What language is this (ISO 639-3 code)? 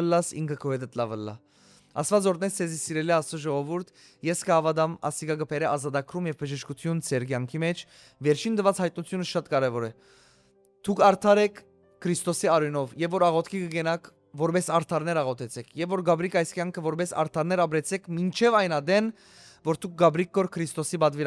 hyw